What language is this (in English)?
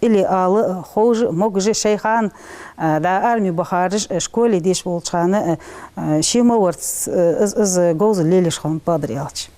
Ingush